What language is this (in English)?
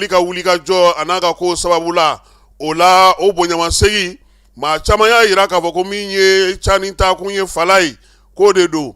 Bambara